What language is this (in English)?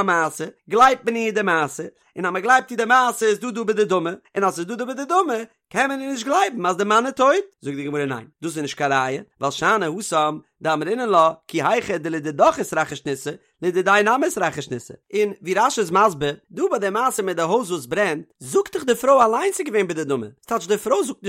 Yiddish